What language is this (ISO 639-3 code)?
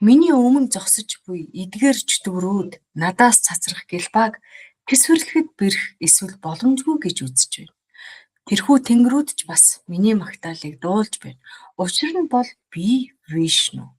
mon